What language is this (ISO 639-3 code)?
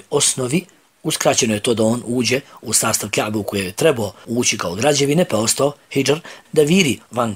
bos